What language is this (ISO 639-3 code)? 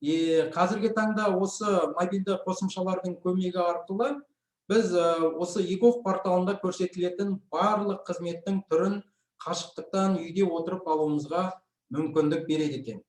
kaz